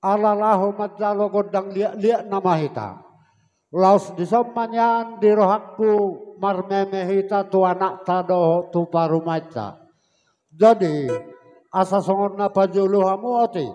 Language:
Batak Toba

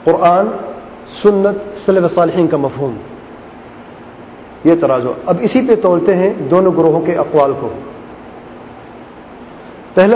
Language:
Urdu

